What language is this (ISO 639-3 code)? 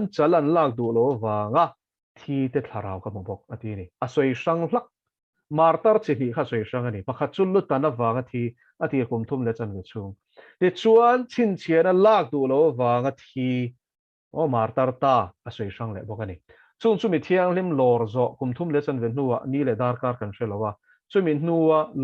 lus